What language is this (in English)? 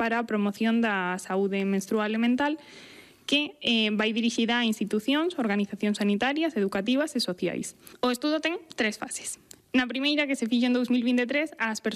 Galician